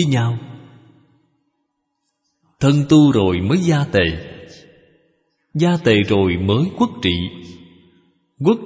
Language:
Vietnamese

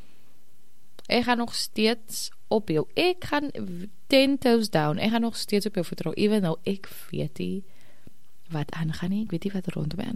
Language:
Afrikaans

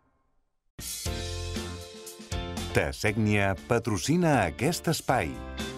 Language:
Catalan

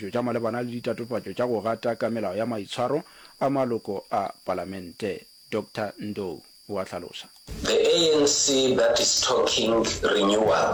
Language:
Northern Sotho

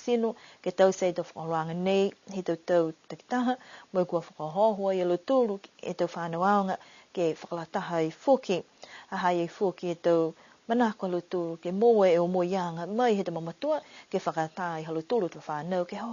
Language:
Niuean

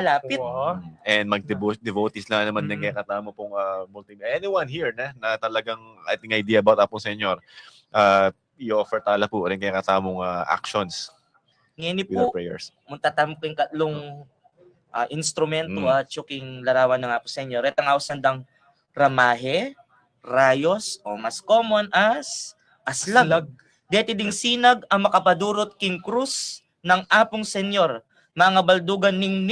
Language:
Pampanga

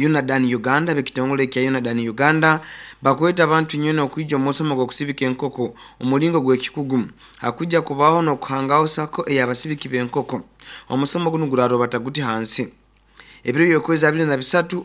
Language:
Nyoro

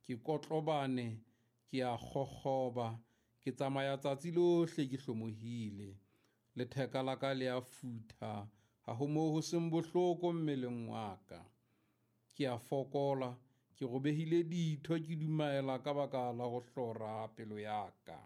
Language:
Southern Sotho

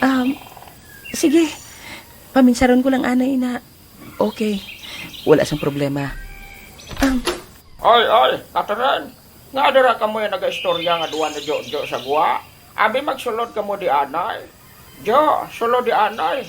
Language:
Hiligaynon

